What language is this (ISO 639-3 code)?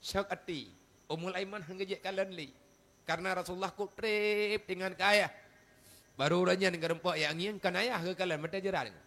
ace